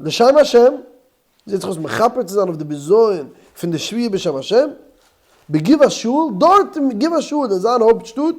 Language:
Yiddish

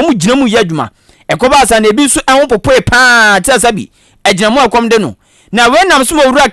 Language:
Akan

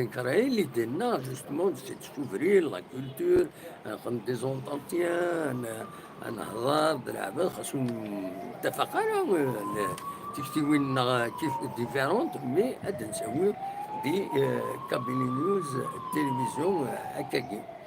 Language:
Kabyle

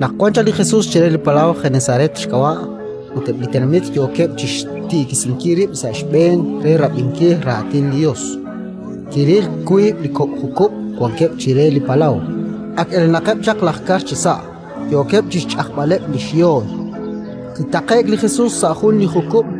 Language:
Kekchí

